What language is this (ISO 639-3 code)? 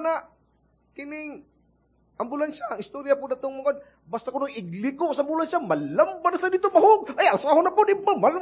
ceb